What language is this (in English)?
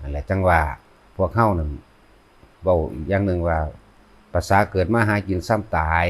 Lao